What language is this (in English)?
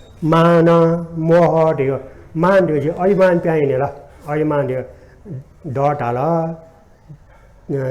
Newari